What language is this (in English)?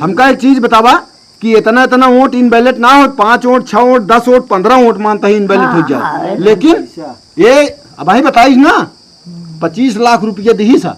Awadhi